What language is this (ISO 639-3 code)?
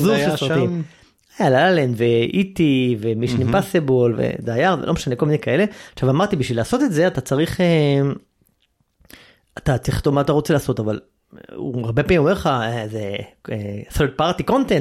heb